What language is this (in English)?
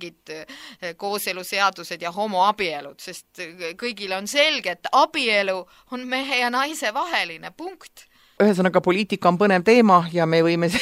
Estonian